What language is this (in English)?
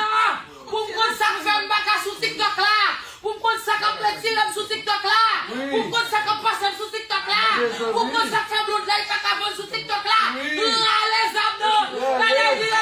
Haitian Creole